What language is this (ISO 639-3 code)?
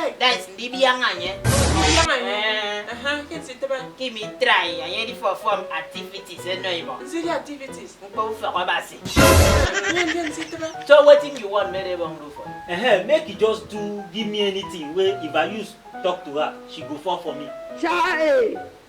efi